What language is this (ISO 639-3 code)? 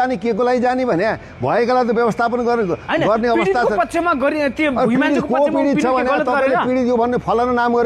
nep